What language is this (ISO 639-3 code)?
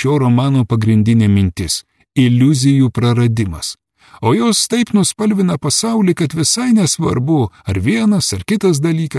lit